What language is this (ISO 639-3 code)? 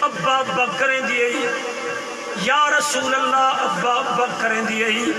skr